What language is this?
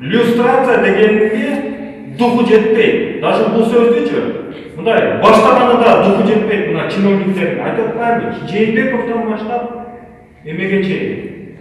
Kyrgyz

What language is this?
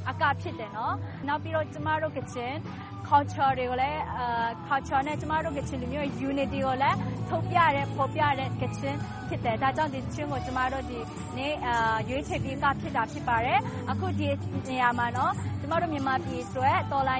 Burmese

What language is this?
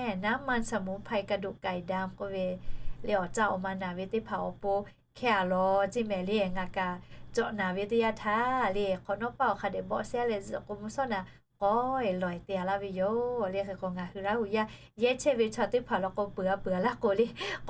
Lahu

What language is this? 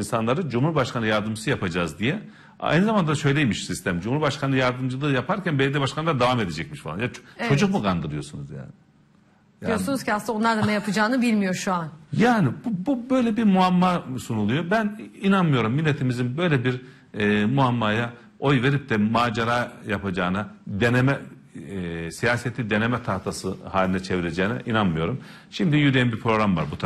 Turkish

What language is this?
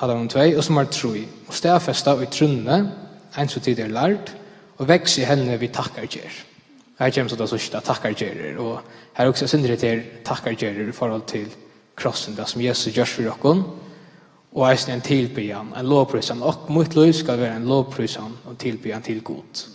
Faroese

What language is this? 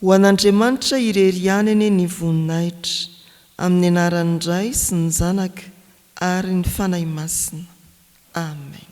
Malagasy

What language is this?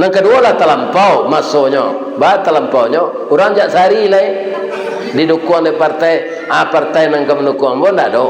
Minangkabau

